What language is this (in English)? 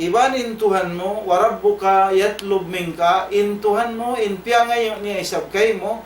Tausug